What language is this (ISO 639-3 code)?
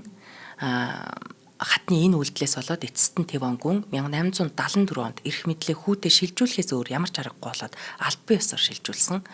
mon